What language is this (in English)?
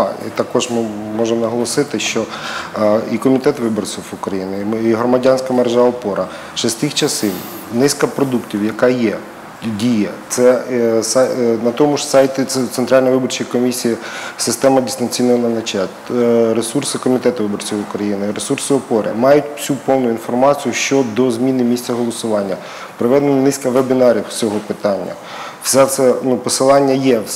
Ukrainian